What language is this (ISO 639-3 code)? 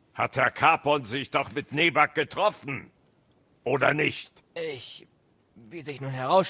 bar